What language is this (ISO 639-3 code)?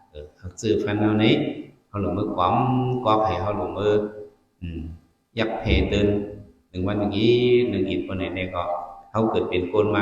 shn